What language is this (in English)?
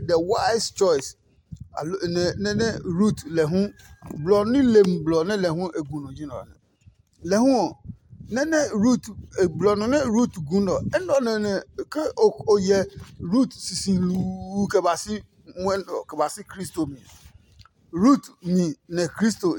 Adangme